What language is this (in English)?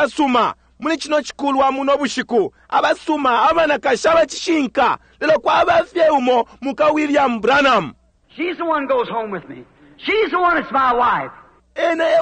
Bemba